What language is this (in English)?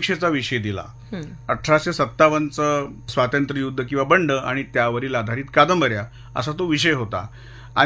Marathi